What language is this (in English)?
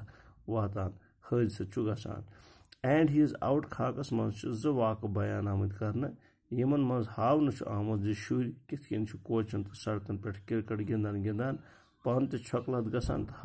Kashmiri